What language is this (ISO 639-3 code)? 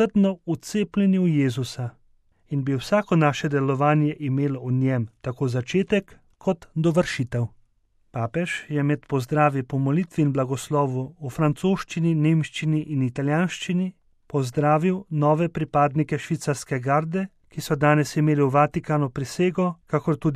slv